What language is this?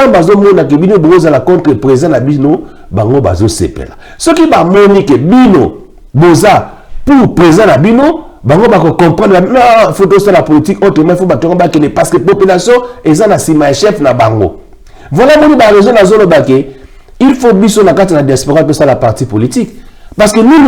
Lingala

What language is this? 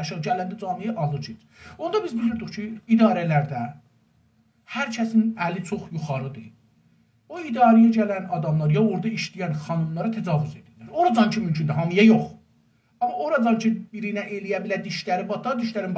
South Azerbaijani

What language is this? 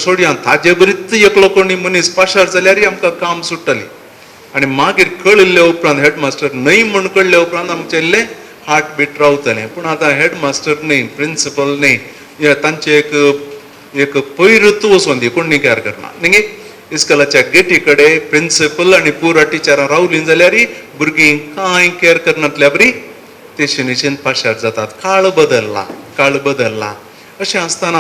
Konkani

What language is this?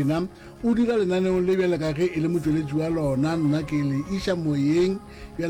Northern Sotho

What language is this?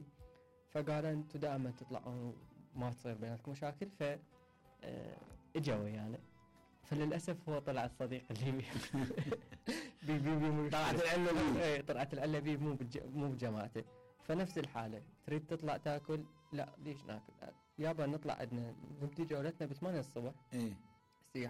Mesopotamian Arabic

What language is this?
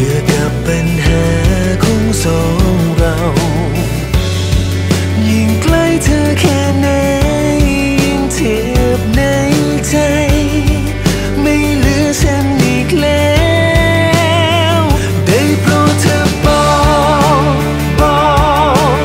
Thai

